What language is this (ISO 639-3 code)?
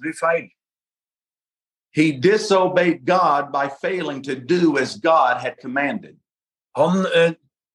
nor